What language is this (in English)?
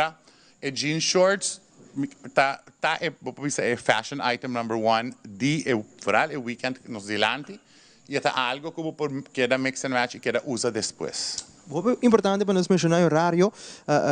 Papiamento